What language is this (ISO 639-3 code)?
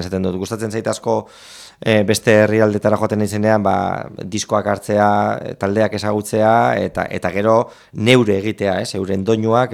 eus